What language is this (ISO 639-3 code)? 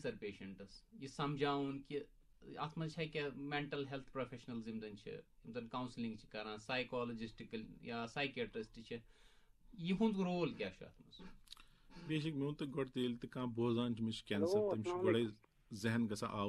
kas